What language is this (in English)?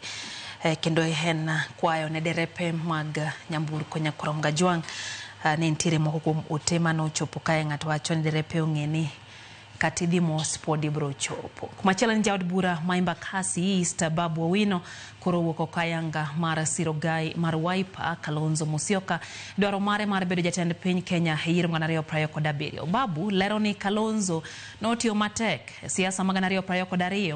Luo (Kenya and Tanzania)